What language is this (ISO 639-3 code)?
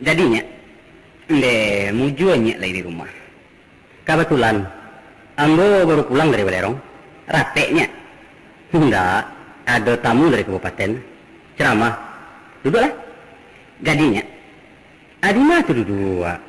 min